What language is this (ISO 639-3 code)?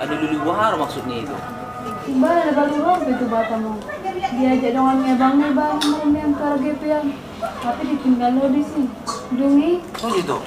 bbc